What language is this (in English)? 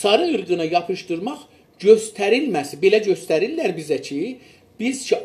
South Azerbaijani